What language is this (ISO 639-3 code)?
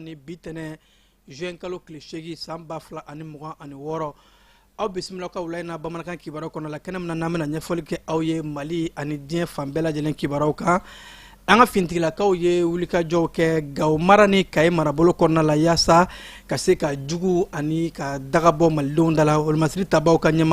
bam